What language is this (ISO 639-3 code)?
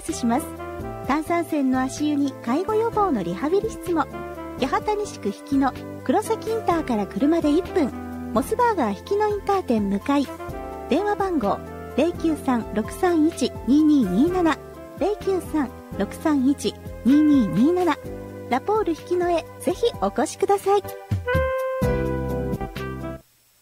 jpn